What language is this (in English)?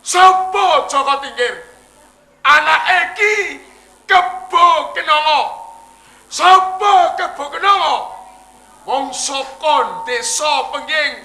Javanese